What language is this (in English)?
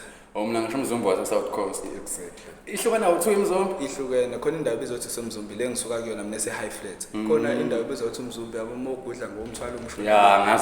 Zulu